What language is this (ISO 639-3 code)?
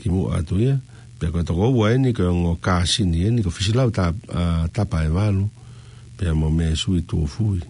ton